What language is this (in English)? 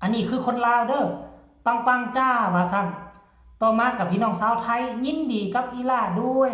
Northeastern Thai